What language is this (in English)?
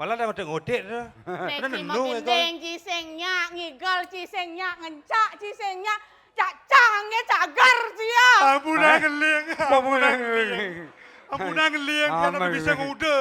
Balinese